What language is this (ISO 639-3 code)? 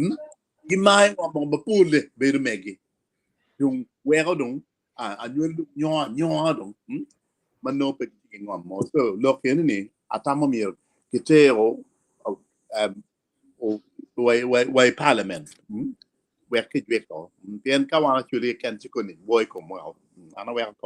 ach